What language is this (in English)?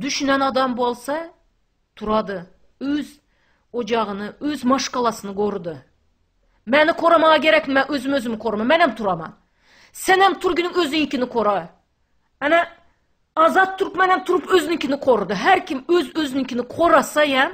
Turkmen